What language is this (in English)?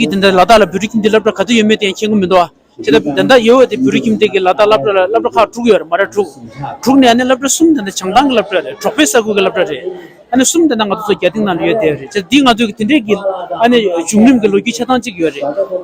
Tibetan